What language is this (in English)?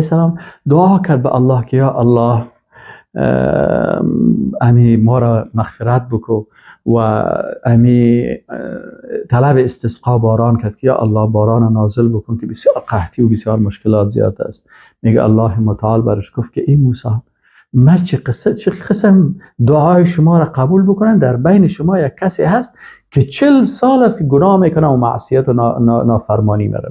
Persian